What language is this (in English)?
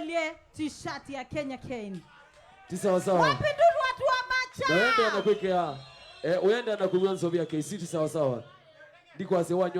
Kamba